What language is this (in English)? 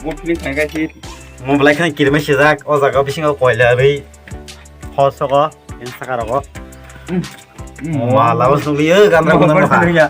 Kok Borok